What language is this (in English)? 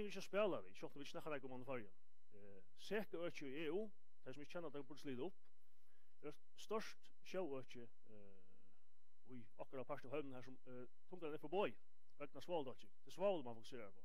Faroese